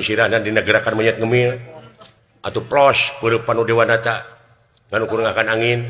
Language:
Sundanese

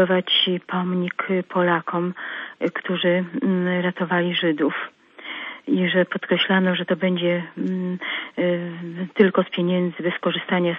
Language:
Polish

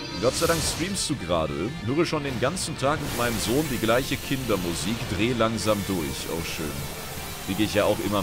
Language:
German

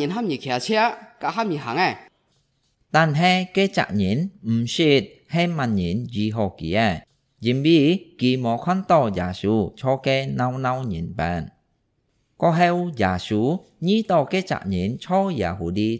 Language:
Hakka Chinese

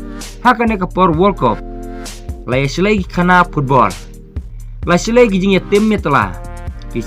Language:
Khasi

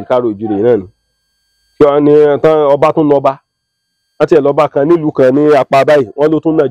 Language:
Yoruba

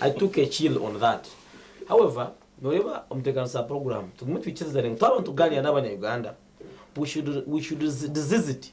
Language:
Nyankole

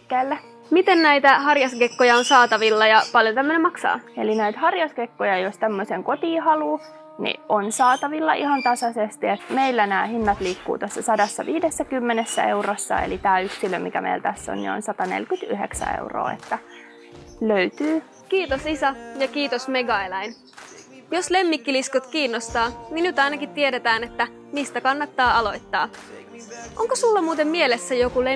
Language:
Finnish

